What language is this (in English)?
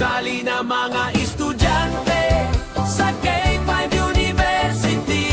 Hiligaynon